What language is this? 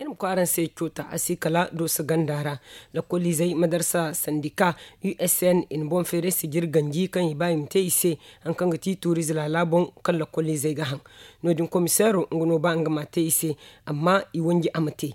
Zarma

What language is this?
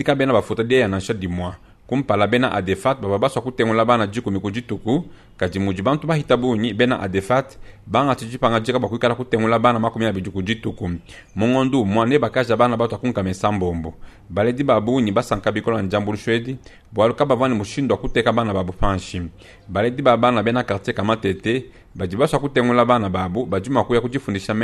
Luba-Lulua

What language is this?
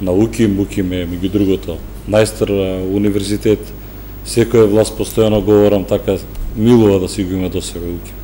Macedonian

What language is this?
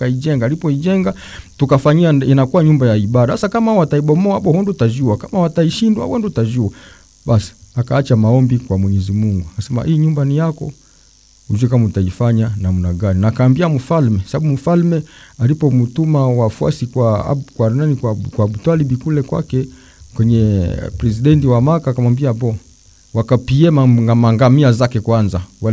Swahili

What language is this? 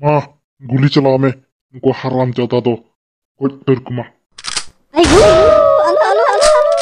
Santali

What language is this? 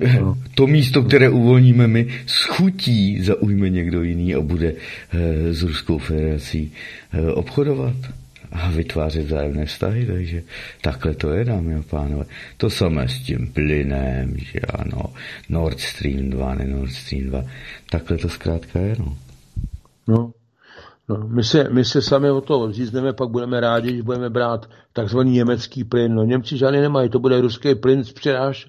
Czech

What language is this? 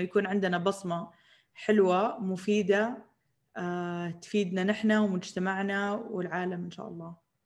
Arabic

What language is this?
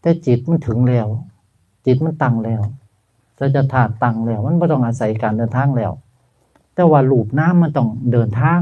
Northeastern Thai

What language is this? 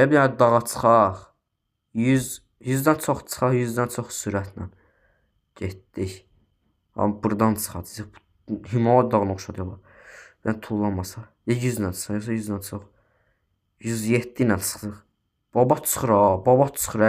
Azerbaijani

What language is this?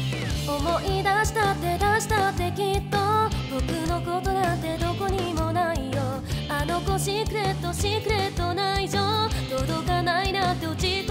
Japanese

